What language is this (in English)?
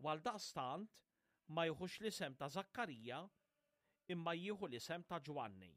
Maltese